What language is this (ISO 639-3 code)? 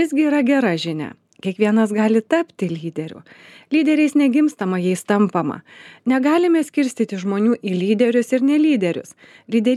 lit